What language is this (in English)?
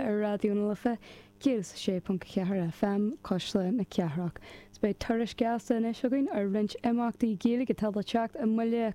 Irish